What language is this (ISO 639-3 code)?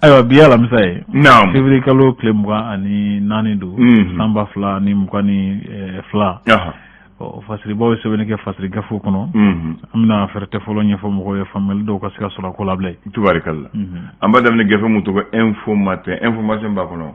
bam